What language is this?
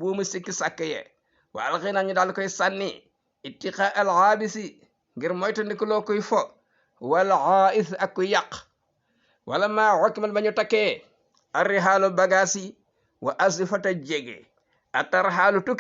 Wolof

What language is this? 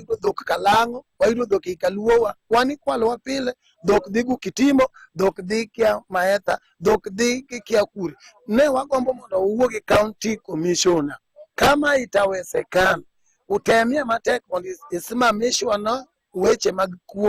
Luo (Kenya and Tanzania)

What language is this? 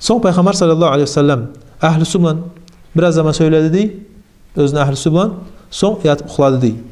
Kumyk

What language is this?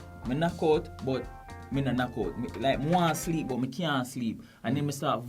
Jamaican Creole English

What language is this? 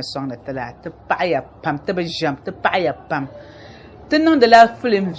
Dagbani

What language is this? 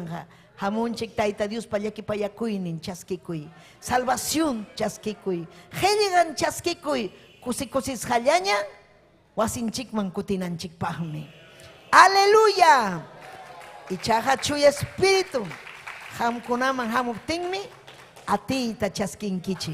Ayacucho Quechua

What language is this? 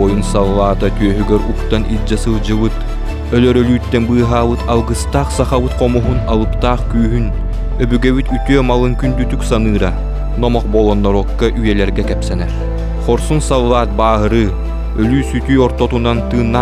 Yakut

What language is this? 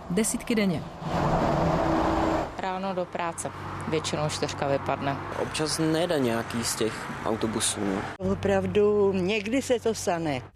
Czech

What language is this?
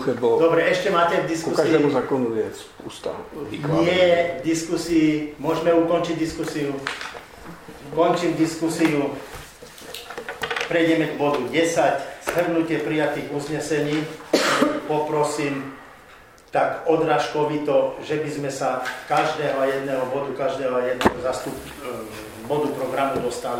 Slovak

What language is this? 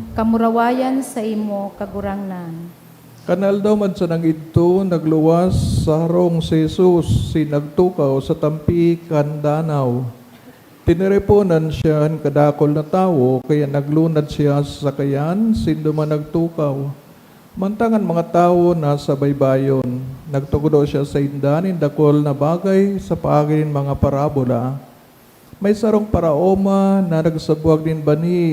Bikol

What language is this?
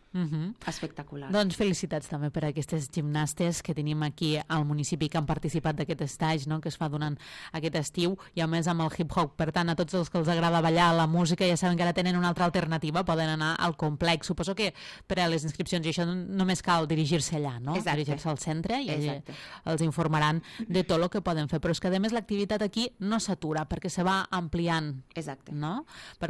Catalan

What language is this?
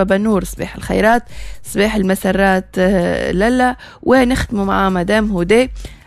Tunisian Arabic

